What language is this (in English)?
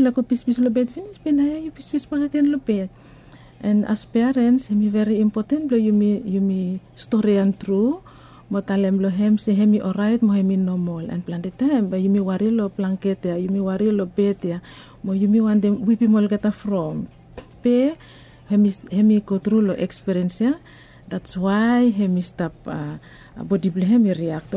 Bislama